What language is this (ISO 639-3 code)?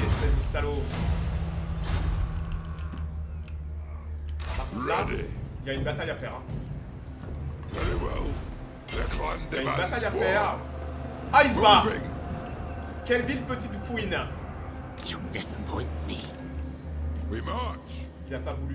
fra